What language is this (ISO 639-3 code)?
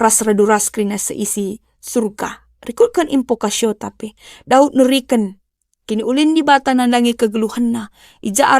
btx